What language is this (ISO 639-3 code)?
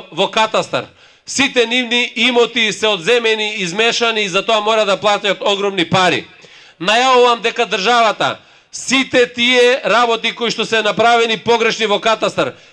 mkd